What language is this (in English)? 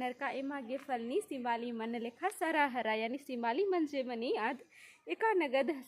Kurukh